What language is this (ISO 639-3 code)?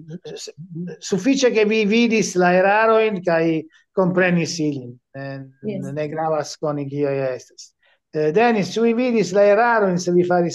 epo